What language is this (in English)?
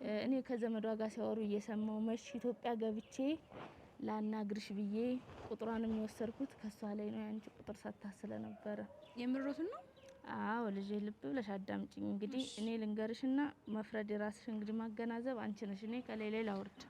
Amharic